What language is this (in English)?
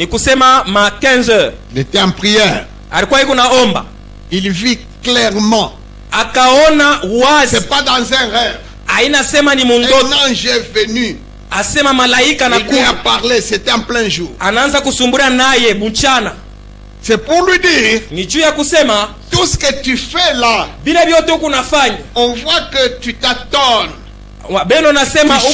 Swahili